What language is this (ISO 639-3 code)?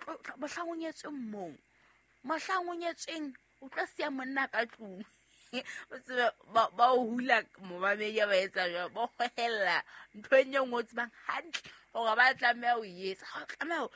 sot